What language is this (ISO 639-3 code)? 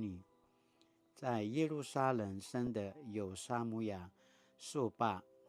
pwn